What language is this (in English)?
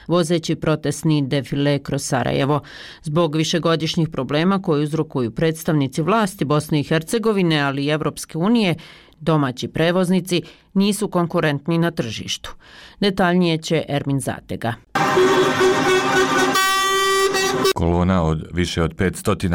Bosnian